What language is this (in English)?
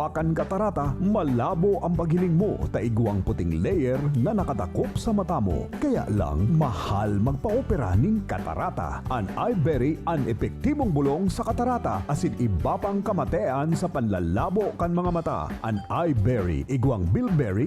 Bikol